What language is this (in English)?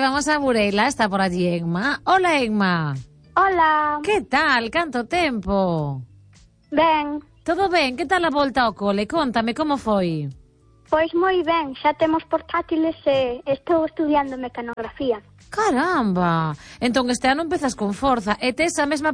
Galician